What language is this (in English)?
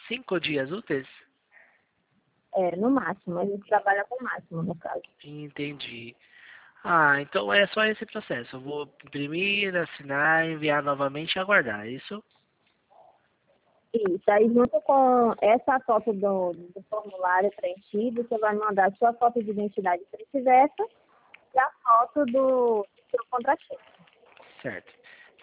Portuguese